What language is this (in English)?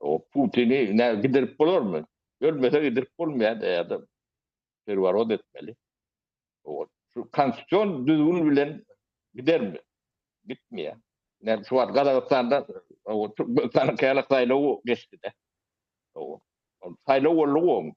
Turkmen